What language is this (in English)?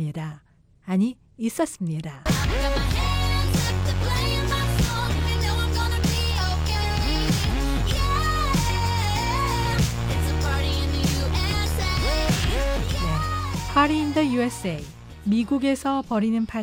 Korean